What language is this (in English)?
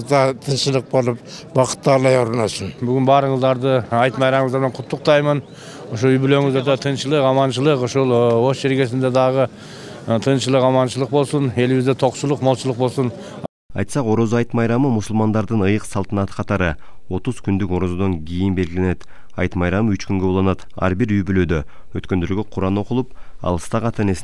Kyrgyz